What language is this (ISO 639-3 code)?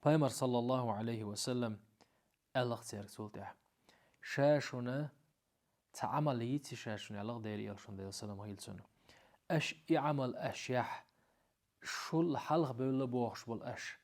che